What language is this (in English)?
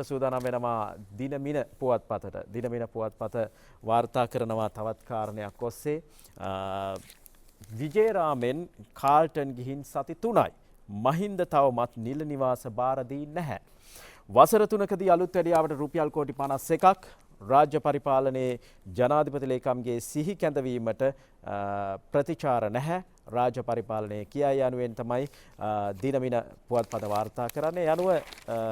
Sinhala